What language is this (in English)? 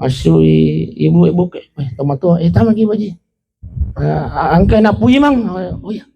Buginese